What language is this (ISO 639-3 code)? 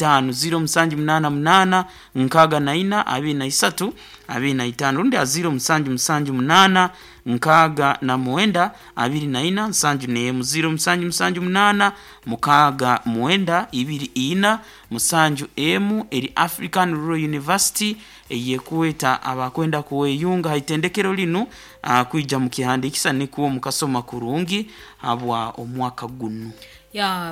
nyo